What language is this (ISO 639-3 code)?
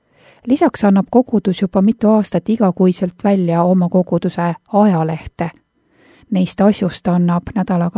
est